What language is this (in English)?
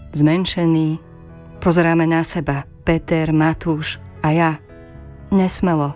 Slovak